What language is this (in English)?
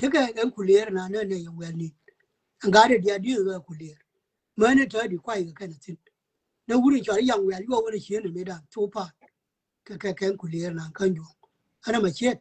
Nuer